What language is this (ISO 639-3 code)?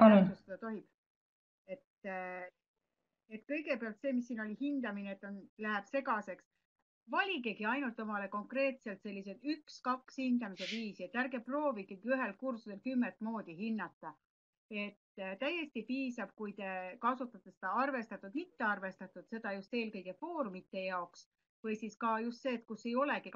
est